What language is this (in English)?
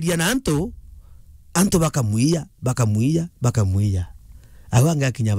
Meru